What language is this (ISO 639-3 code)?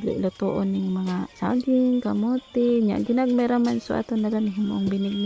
ceb